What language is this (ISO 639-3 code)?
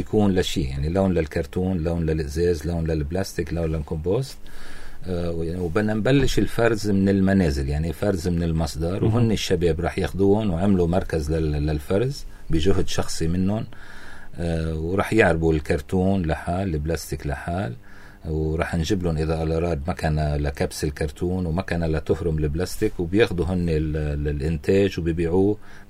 apc